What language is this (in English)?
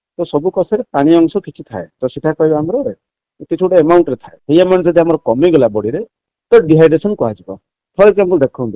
Odia